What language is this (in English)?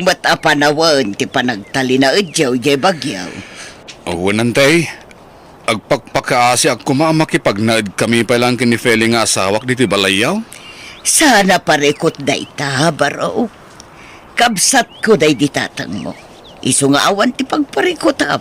Iloko